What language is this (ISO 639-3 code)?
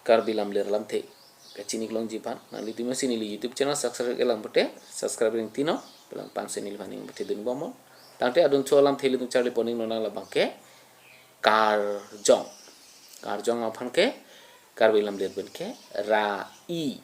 mjw